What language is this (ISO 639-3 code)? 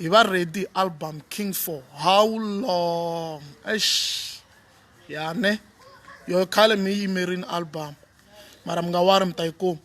tso